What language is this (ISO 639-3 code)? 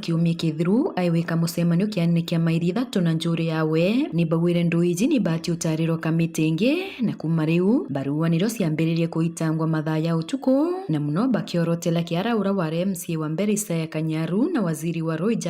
mer